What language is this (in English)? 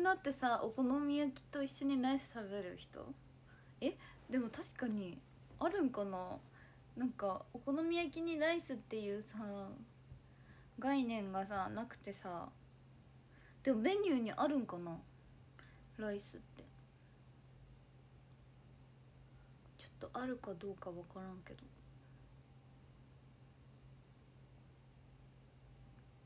Japanese